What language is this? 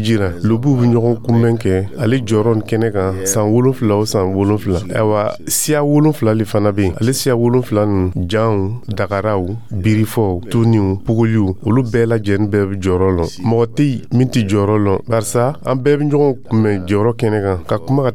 Dyula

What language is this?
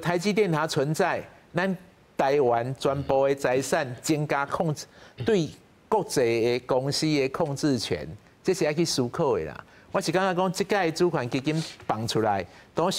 Min Nan Chinese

